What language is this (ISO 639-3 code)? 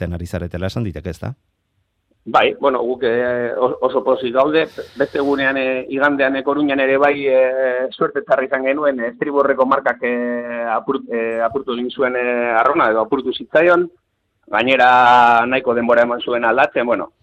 eus